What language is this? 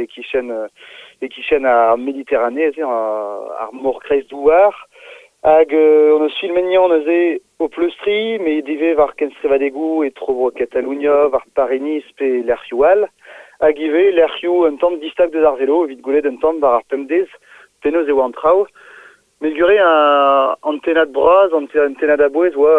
Breton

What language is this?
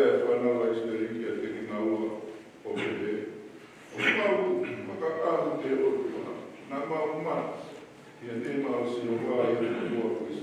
Tongan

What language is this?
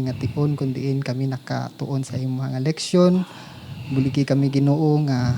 Hiligaynon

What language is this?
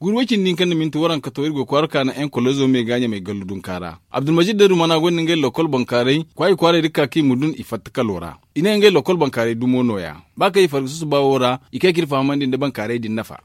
Zarma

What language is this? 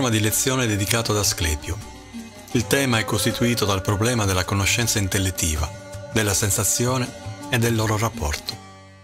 Italian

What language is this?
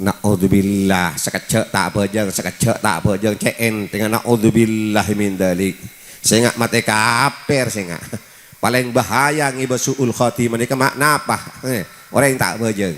Madurese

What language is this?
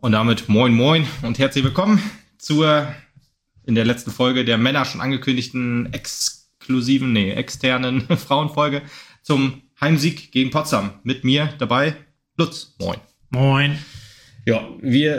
German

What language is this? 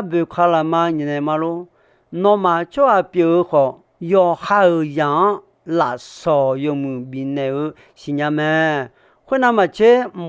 Akha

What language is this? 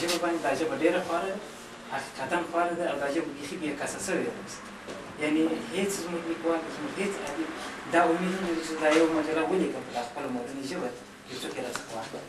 Pashto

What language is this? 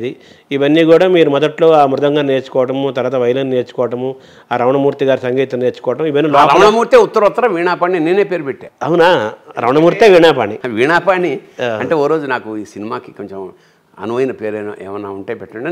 Telugu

